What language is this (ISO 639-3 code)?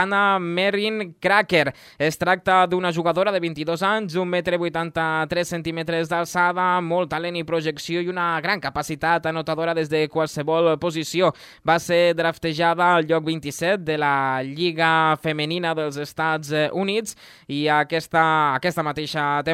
cat